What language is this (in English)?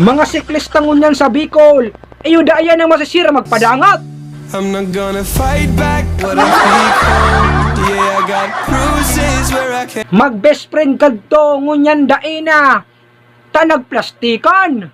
Bikol